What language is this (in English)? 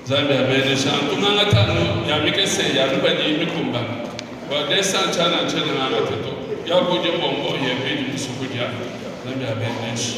Luba-Lulua